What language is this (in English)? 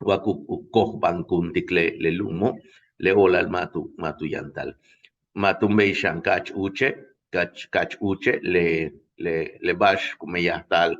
Yucateco